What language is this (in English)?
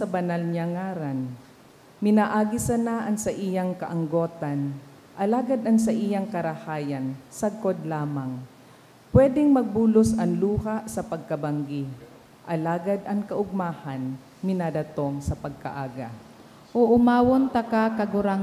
Bikol